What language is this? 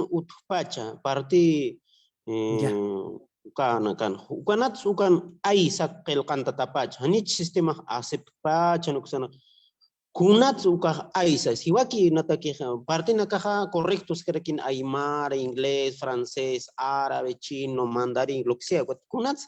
Aymara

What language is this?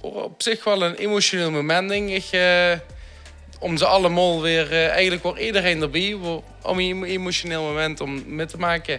Limburgish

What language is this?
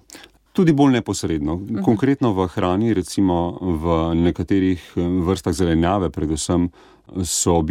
Slovenian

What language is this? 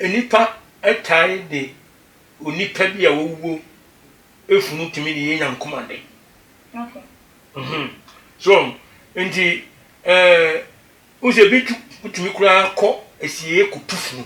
Akan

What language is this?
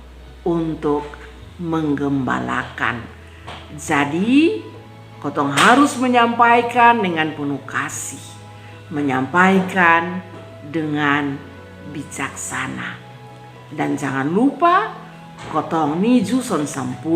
Kupang Malay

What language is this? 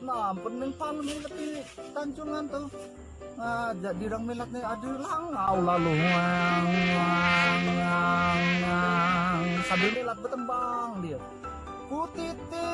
Musi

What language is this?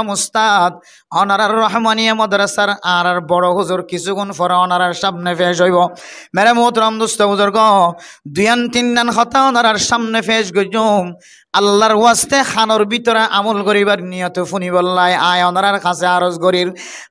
Rohingya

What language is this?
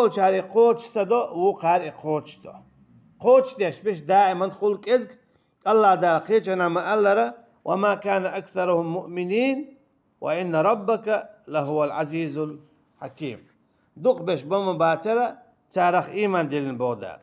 Chechen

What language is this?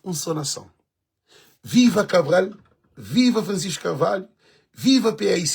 Kabuverdianu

